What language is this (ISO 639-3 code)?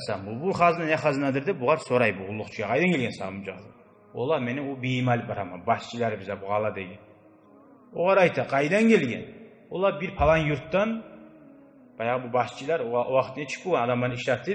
kum